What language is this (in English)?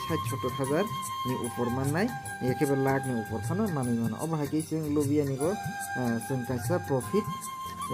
Kok Borok